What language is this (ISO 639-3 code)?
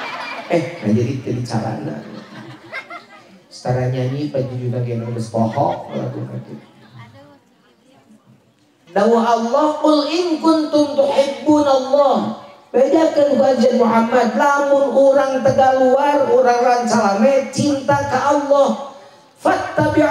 sun